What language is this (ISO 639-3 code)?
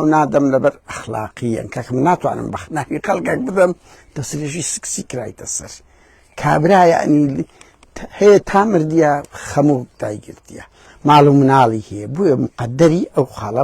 ckb